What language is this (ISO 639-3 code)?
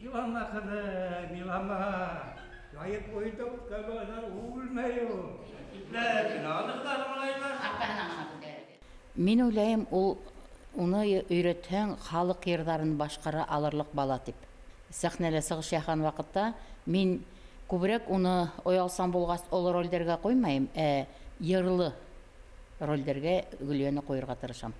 bak